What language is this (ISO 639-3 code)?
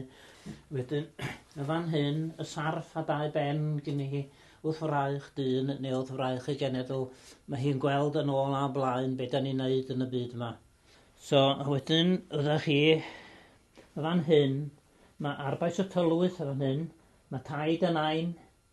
cym